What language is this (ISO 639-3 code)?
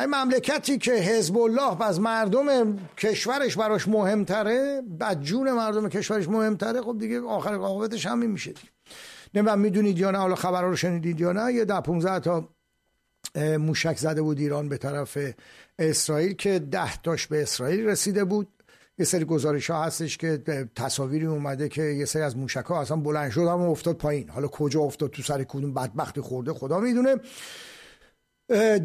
fas